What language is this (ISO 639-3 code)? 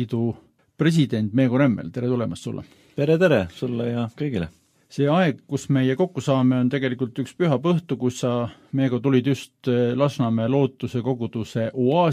est